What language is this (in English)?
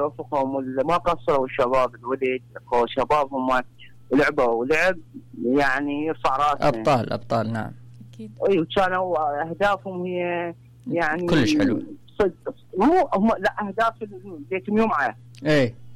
Mesopotamian Arabic